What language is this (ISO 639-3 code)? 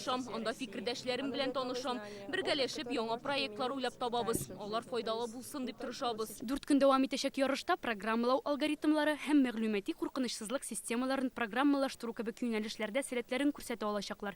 tat